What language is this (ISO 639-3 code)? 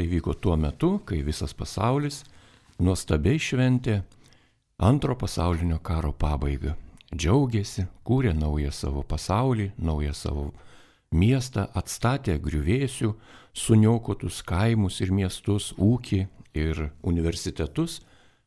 lit